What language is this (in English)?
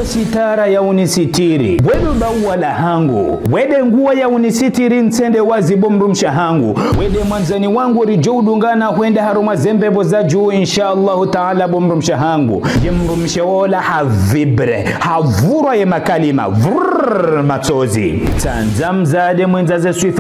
Ngazidja Comorian